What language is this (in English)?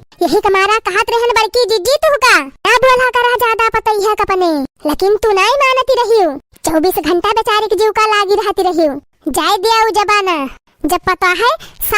Awadhi